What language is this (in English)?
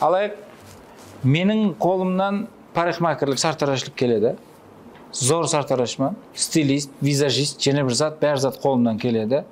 Kara-Kalpak